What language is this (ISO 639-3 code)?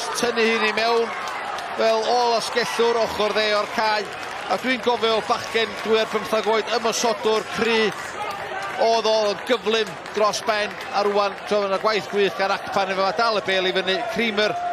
cym